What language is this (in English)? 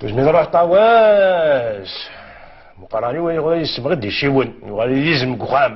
Kabyle